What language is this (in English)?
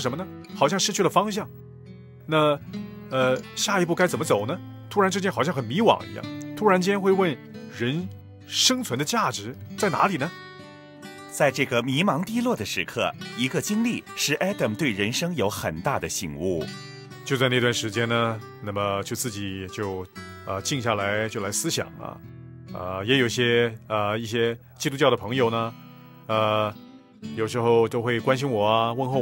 Chinese